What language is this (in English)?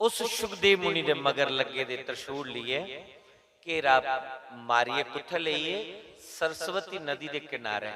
Dogri